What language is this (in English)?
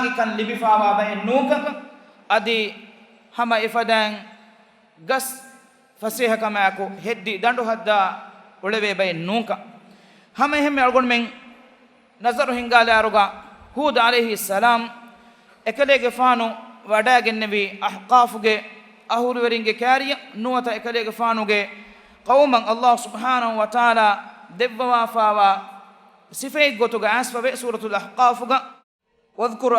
Divehi